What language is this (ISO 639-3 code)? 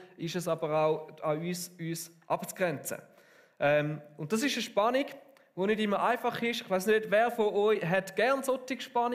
gsw